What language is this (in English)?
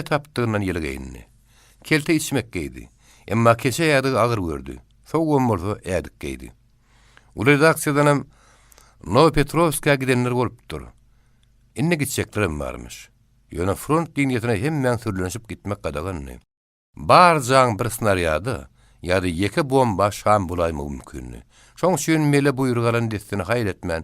Turkmen